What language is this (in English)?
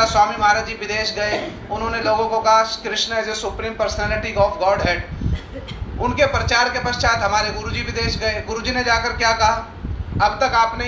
Hindi